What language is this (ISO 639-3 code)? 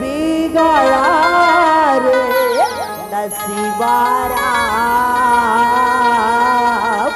hne